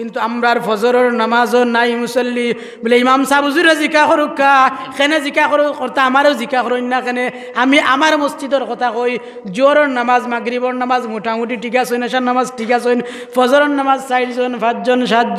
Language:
Sylheti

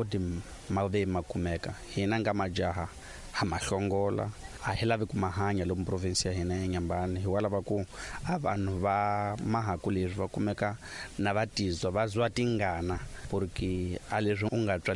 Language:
Tsonga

